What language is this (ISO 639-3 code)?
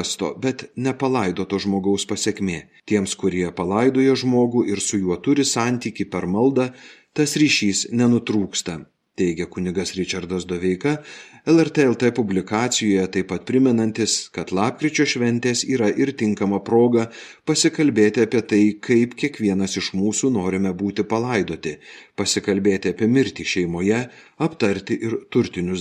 lit